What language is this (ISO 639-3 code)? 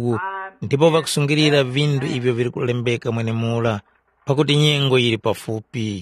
tum